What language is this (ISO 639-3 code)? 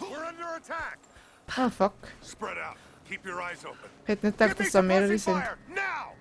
gsw